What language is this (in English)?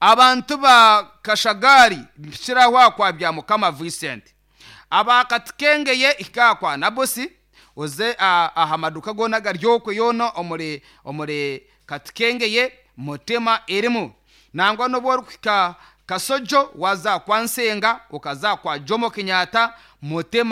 Nyankole